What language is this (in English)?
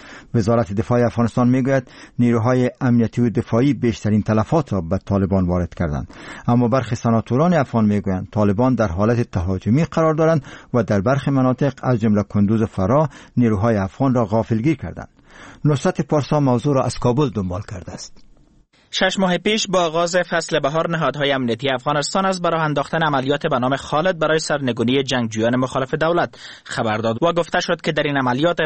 Persian